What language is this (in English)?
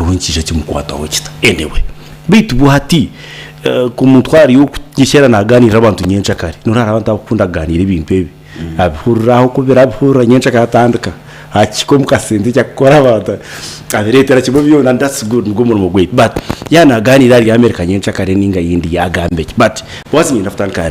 Nyankole